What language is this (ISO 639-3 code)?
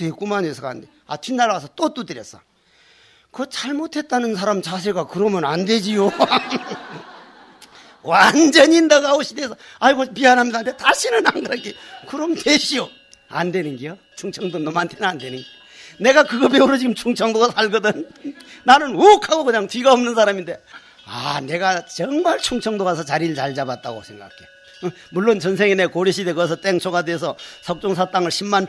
kor